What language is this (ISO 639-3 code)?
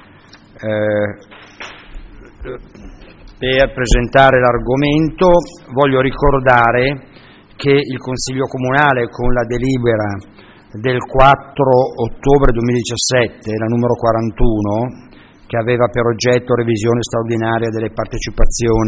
ita